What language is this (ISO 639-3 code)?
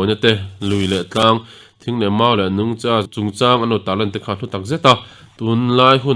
lus